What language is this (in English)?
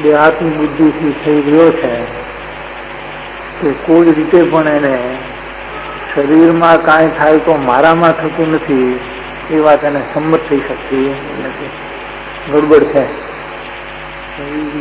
Gujarati